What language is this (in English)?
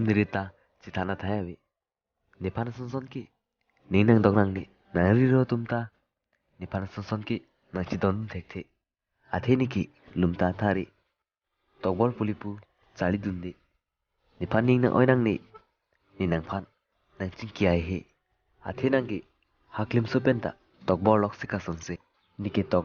Karbi